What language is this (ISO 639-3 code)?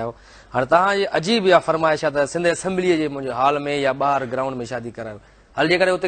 snd